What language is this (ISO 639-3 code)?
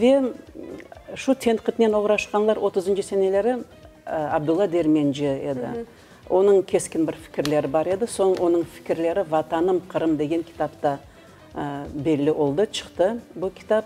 crh